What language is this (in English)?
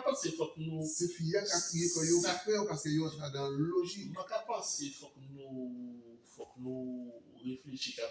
Guadeloupean Creole French